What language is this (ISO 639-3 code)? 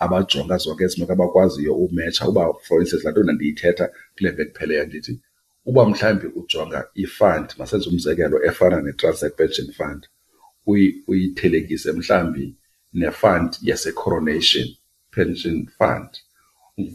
xho